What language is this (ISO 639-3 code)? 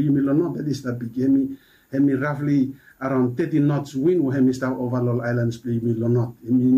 bis